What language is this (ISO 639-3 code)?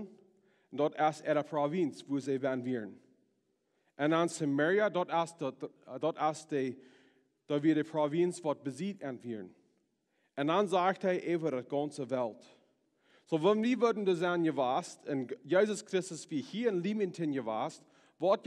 pdt